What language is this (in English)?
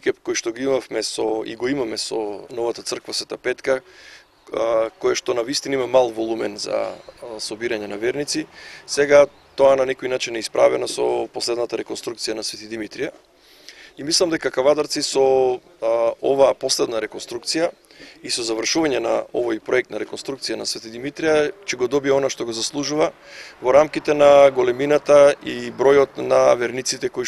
Macedonian